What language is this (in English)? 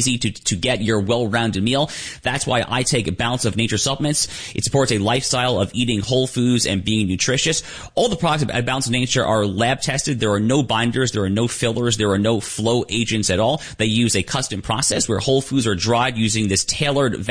English